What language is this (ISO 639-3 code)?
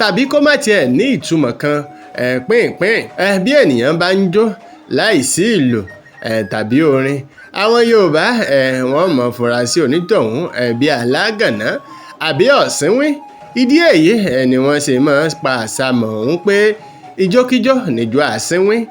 yor